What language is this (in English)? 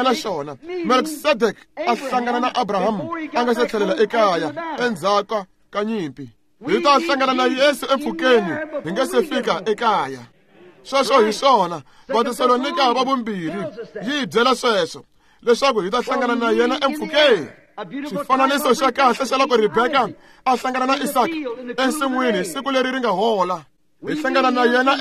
Tsonga